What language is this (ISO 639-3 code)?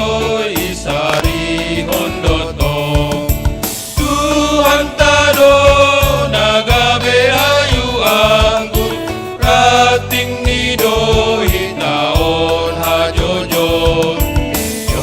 bts